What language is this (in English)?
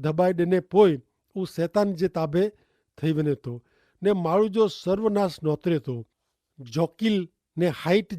Kachhi